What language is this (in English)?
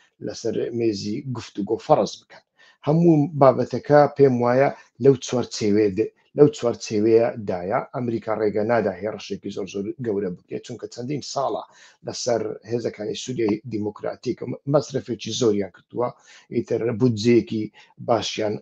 Central Kurdish